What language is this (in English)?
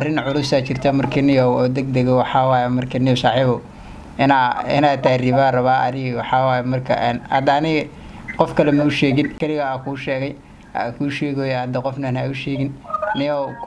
Somali